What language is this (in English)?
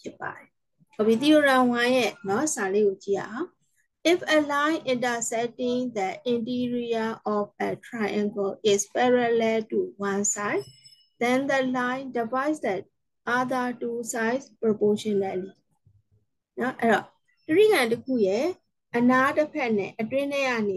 Burmese